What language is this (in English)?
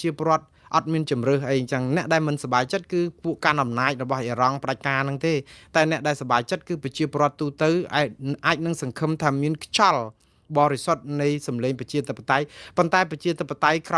Khmer